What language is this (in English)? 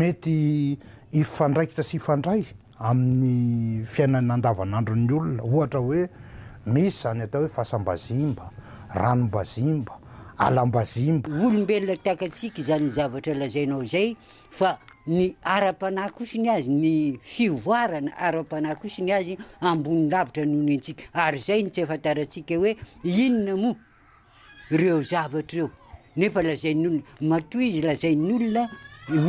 Malagasy